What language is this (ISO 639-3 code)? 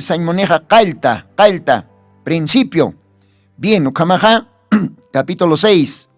aym